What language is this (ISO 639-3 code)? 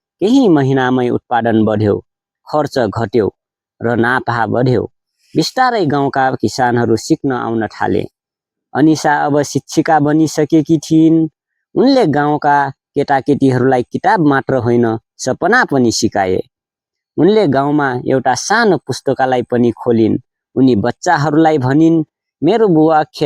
nep